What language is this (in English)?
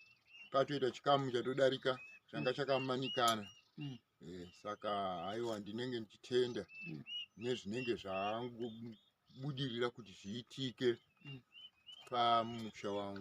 Shona